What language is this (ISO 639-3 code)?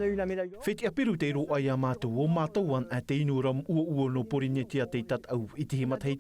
tah